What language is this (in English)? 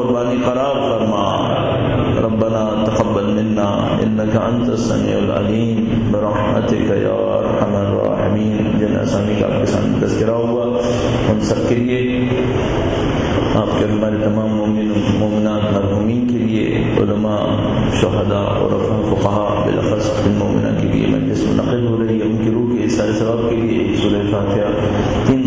Urdu